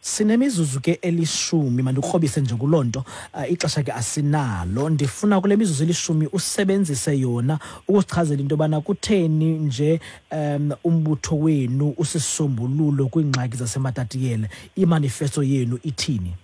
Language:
Xhosa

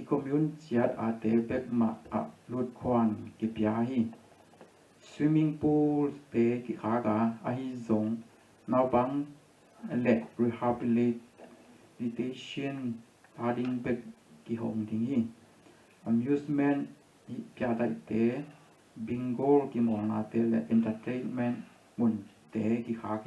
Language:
Tedim Chin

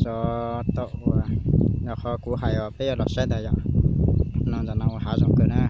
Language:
Hmong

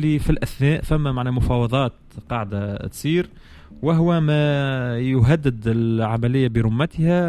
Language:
Tunisian Arabic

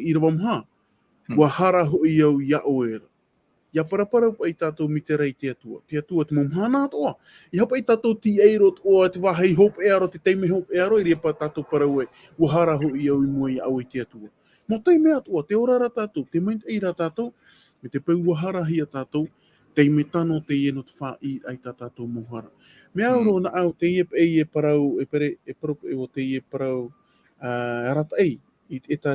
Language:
Tahitian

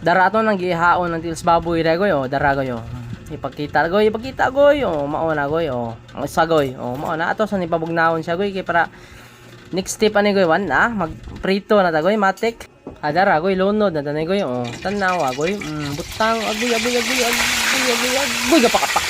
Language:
Cebuano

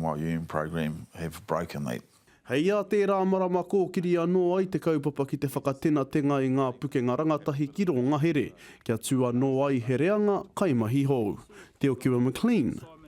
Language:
Māori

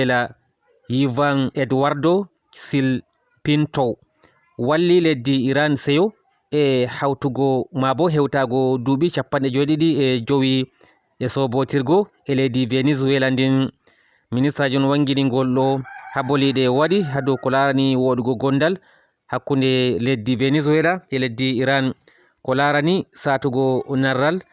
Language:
Fula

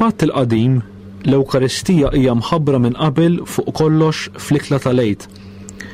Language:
Maltese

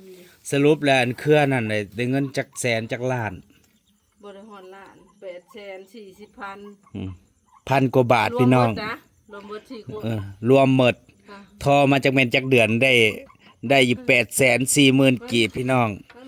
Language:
Northeastern Thai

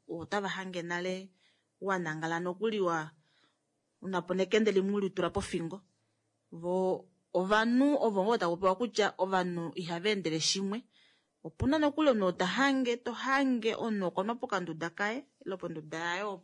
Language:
Kuanyama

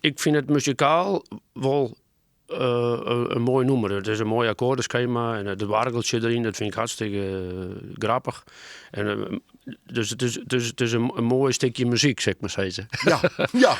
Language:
Western Frisian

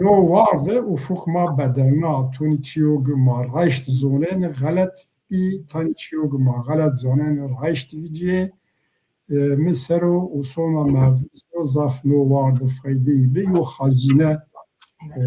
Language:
Zaza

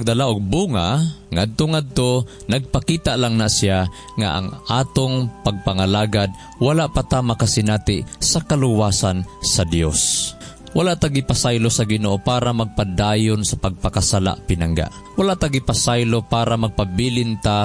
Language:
Cebuano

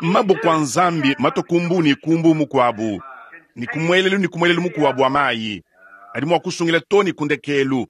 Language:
Luba-Lulua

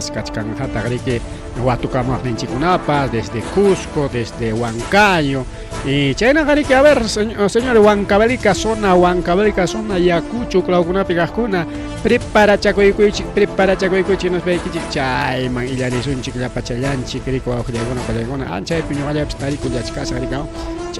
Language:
Ayacucho Quechua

